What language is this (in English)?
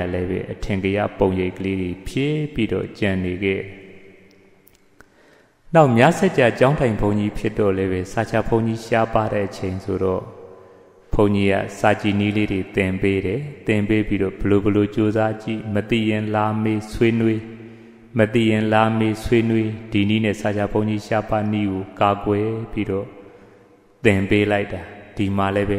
Burmese